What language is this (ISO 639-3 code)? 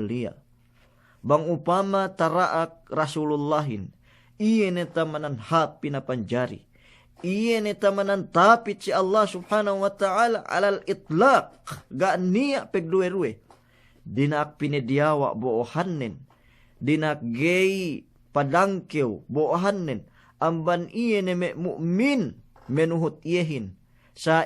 yka